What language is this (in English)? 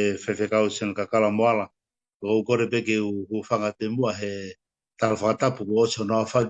Tongan